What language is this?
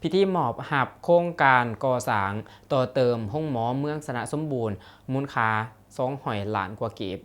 Lao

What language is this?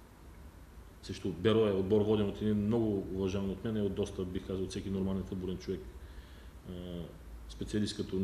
Bulgarian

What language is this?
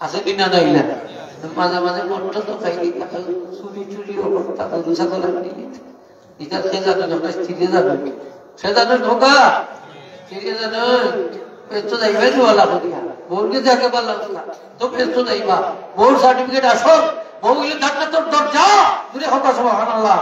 Sylheti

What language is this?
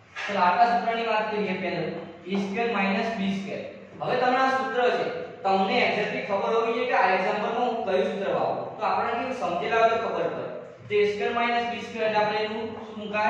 Gujarati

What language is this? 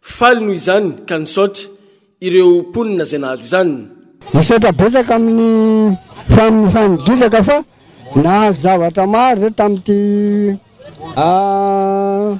Malagasy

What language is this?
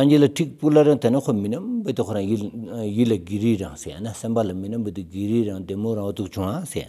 Stod Bhoti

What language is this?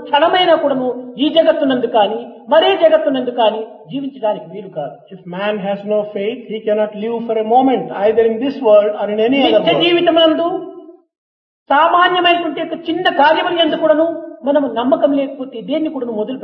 Telugu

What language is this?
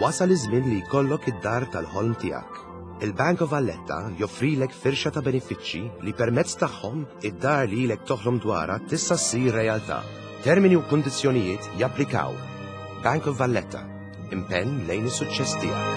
Maltese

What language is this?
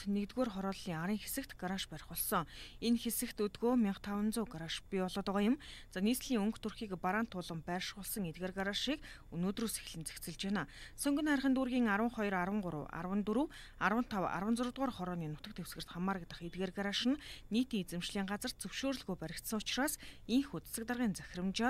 Mongolian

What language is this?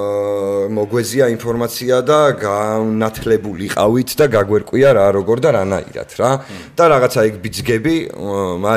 Georgian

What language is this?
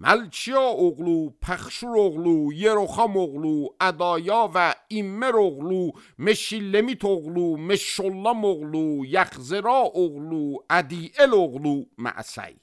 Azerbaijani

